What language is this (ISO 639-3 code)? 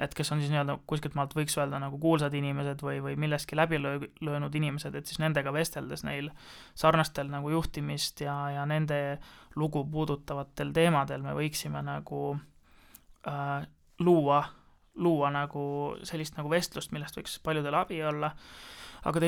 est